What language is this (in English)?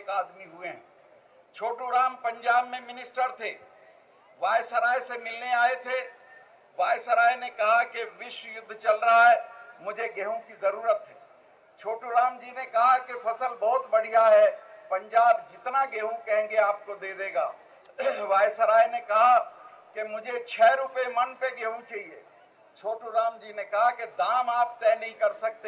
Hindi